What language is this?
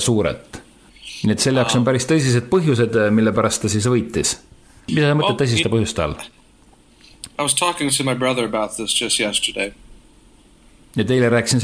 Estonian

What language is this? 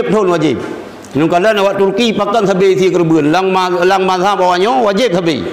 Achinese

